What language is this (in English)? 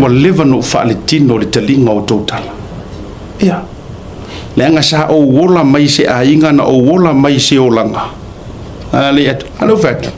Samoan